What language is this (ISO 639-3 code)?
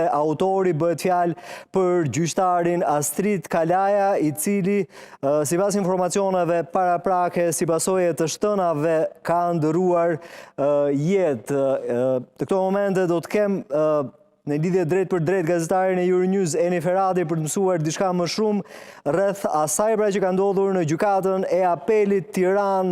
sqi